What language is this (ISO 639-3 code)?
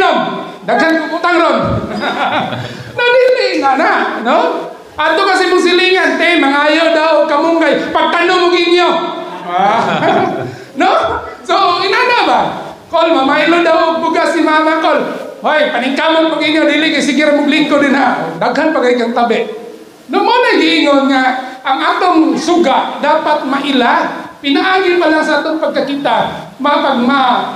ceb